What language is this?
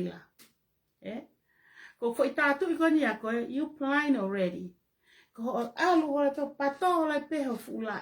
Tongan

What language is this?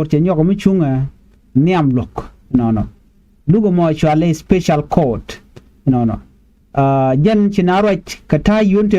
Nuer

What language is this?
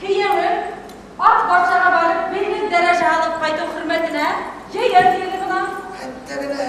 Bashkir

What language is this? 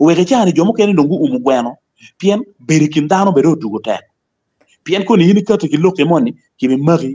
Acoli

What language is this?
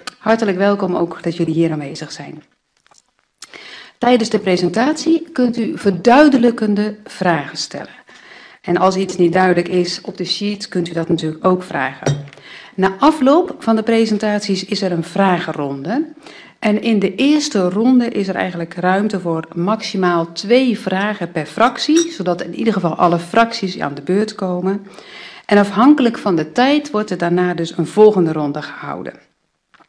Dutch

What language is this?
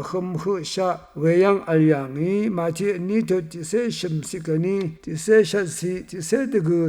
Rawang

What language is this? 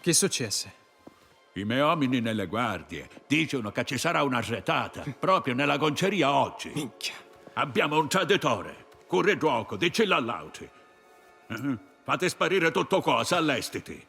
Sicilian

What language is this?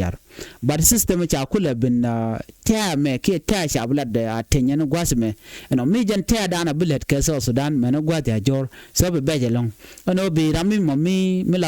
Nuer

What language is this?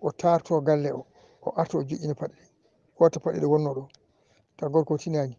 Fula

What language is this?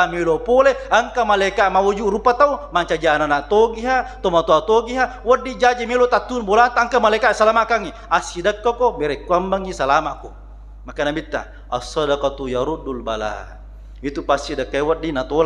Buginese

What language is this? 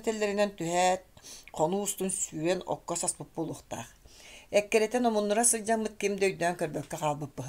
Yakut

